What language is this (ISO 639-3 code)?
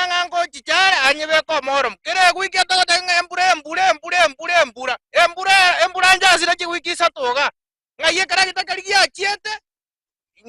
guz